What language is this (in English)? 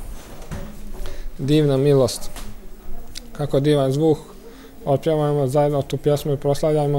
Croatian